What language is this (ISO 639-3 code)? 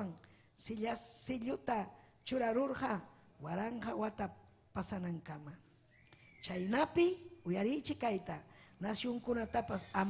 quy